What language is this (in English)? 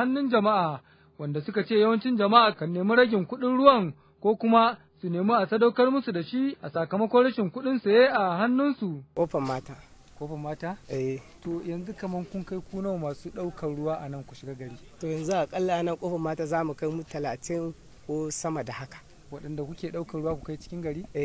Hausa